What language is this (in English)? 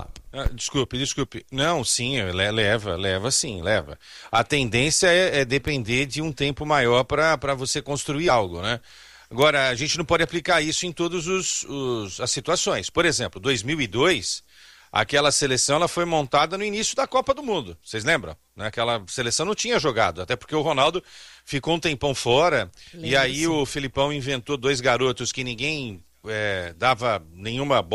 Portuguese